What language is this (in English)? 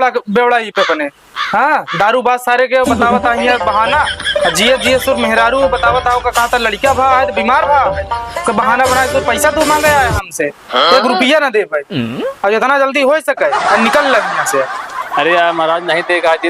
Awadhi